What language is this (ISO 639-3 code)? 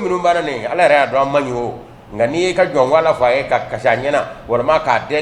bam